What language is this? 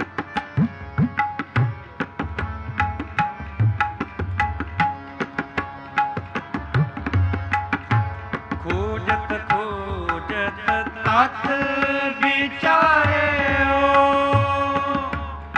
Punjabi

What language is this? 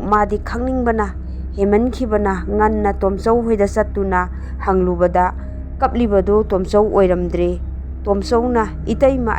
Manipuri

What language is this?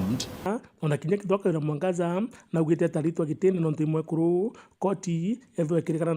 Meru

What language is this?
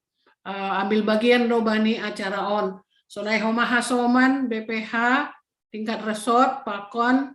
Batak Simalungun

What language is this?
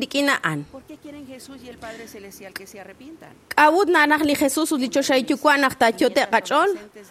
Kekchí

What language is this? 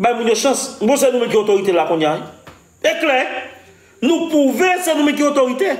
Haitian Creole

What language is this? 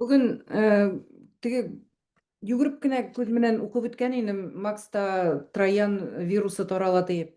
Bashkir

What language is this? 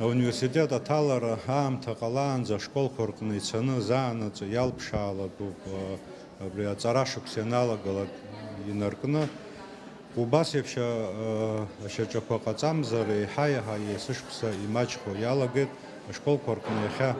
Abkhazian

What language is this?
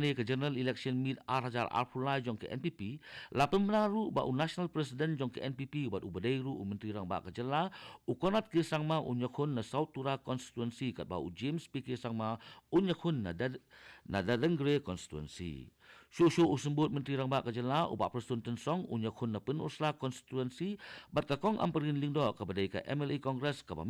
Khasi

